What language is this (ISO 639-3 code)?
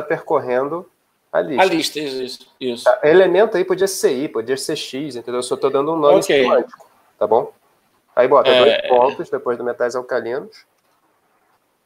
por